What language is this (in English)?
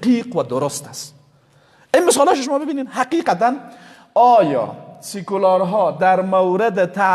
Persian